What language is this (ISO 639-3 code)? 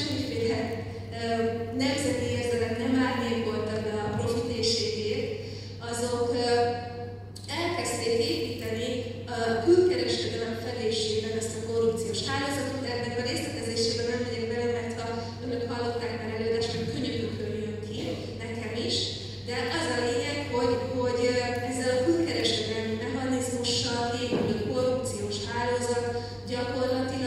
hun